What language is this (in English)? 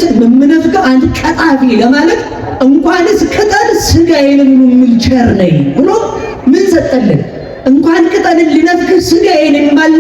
Amharic